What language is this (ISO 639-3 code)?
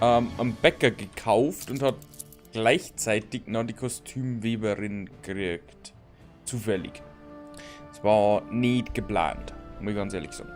bar